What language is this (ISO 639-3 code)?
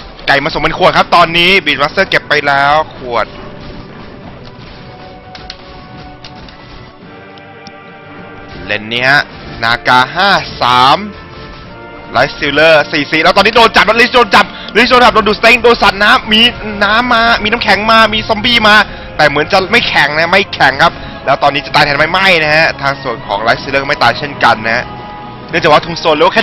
tha